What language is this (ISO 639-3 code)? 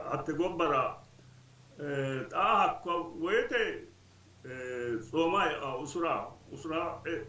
sid